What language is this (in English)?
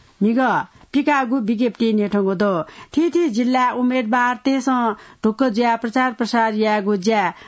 Newari